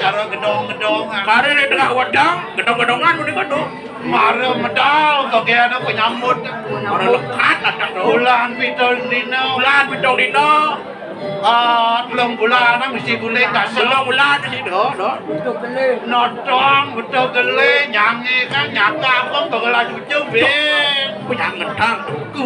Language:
Balinese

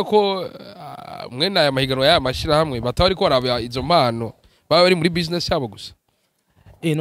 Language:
Rundi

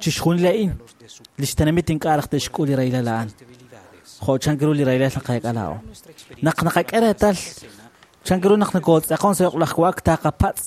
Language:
Kekchí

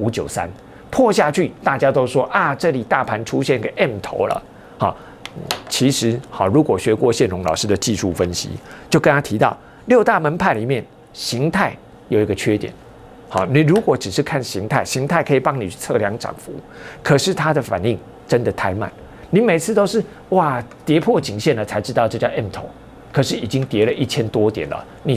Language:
Chinese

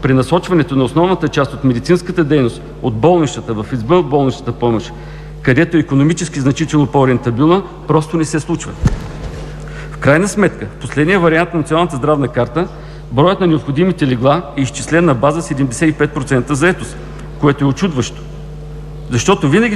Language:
Bulgarian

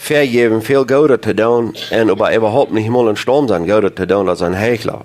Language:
Plautdietsch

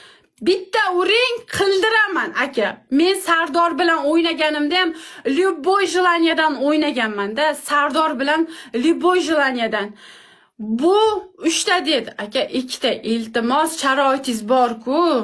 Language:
Uzbek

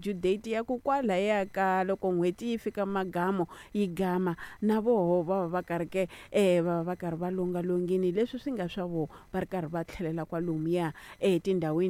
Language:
Tsonga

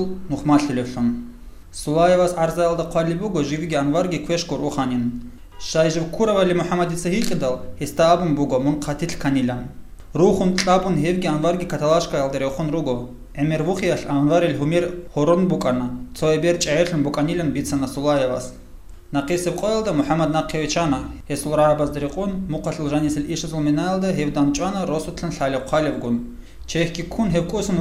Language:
Avaric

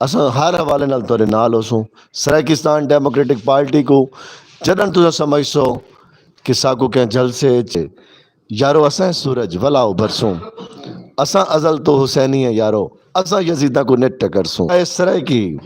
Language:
Saraiki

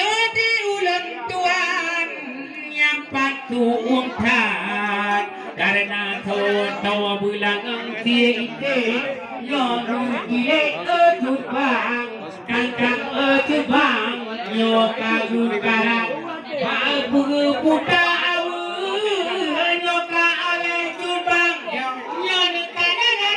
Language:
Achinese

